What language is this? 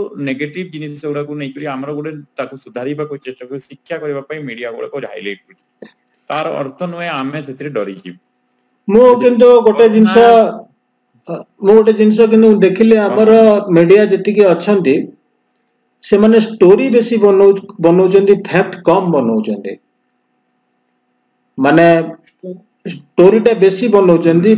Odia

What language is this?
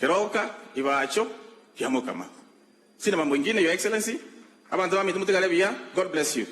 Gusii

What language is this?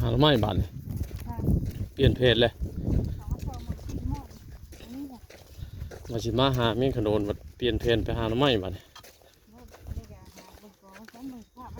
Northeastern Thai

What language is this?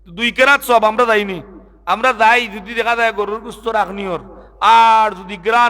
Sylheti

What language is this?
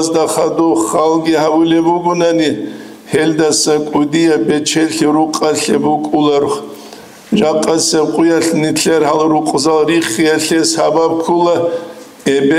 Avaric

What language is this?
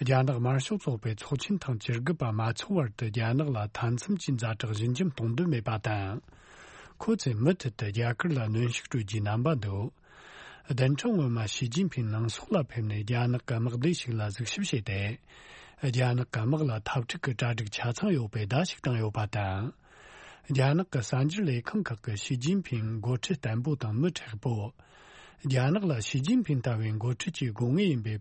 Tibetan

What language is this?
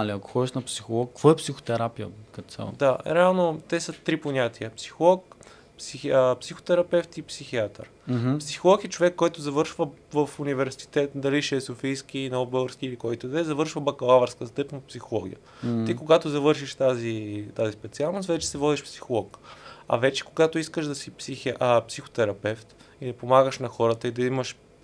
Bulgarian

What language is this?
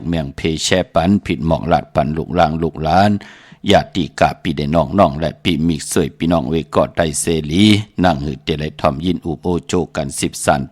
Shan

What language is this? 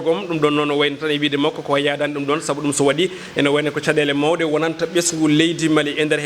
Fula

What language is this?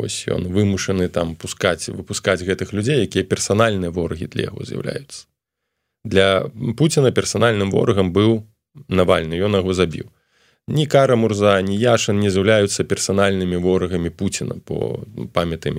Belarusian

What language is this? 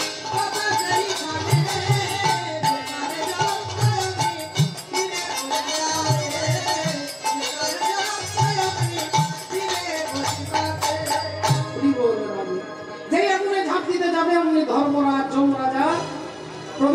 Bangla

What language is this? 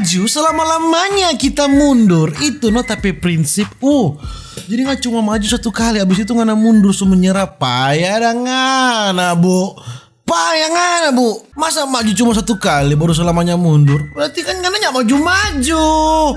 Manado Malay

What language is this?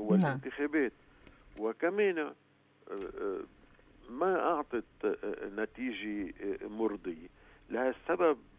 North Levantine Arabic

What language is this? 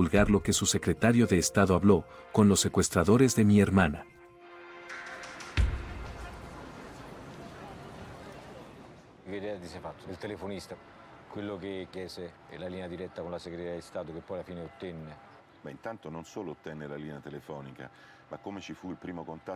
Spanish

